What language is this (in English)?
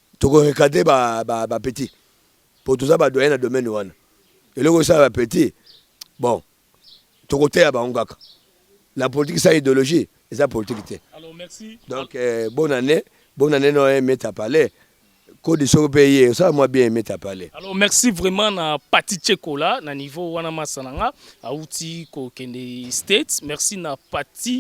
Lingala